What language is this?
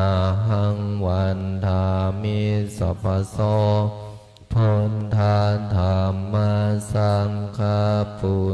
Pali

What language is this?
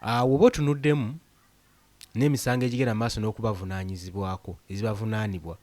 Ganda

